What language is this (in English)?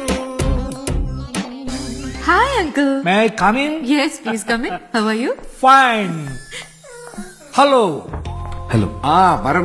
Malayalam